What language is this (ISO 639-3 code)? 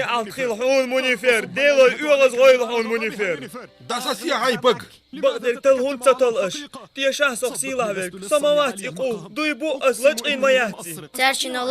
che